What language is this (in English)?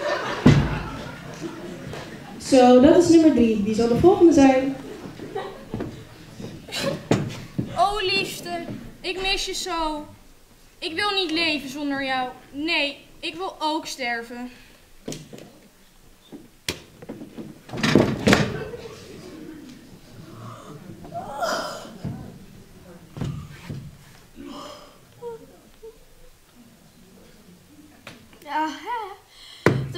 Dutch